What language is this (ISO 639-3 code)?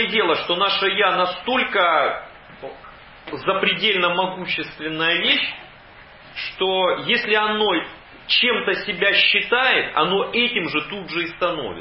rus